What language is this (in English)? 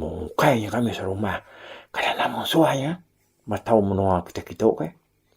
Iban